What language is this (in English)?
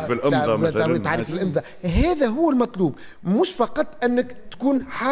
Tunisian Arabic